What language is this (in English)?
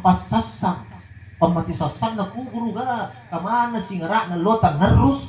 Makasar